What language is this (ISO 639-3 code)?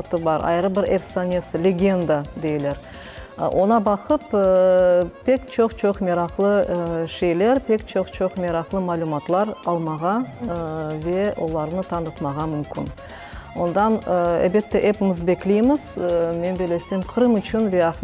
crh